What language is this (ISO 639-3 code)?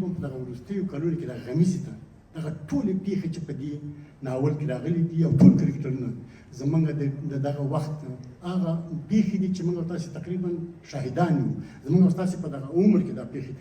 pus